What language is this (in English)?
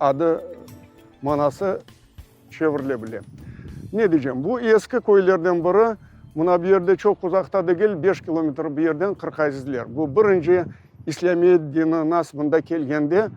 Crimean Tatar